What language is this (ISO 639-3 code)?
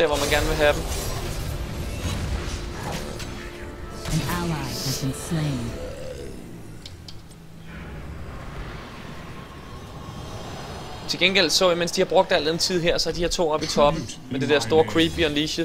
dan